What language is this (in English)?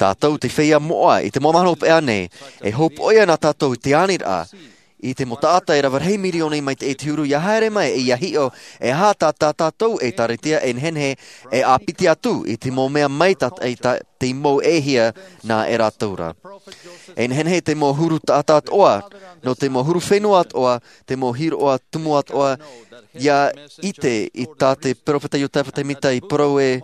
Tahitian